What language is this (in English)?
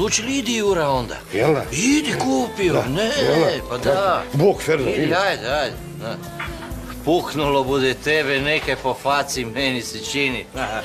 Croatian